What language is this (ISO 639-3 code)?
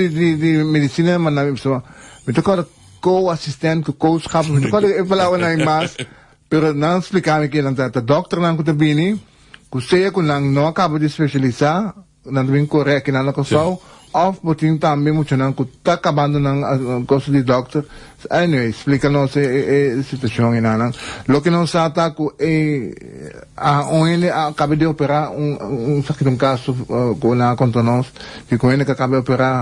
pap